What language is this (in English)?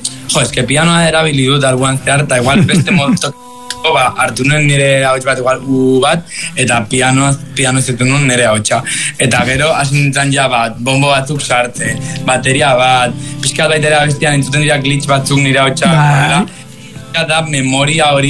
Basque